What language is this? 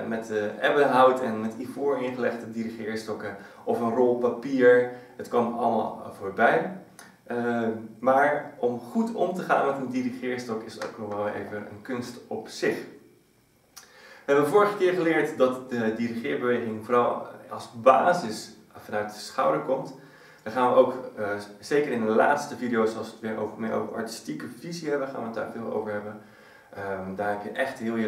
Dutch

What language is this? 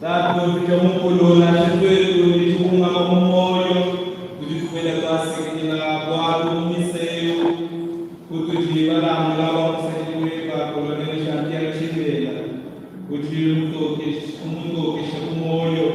Luba-Lulua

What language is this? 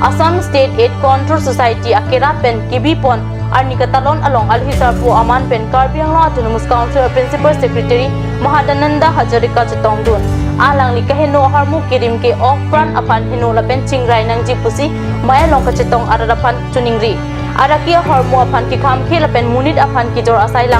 Karbi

